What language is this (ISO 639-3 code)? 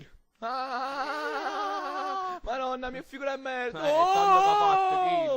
nap